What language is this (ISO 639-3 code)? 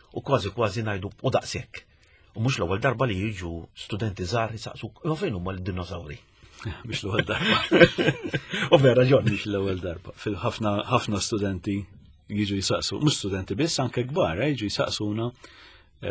mlt